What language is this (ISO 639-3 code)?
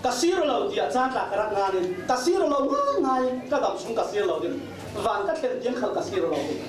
cfm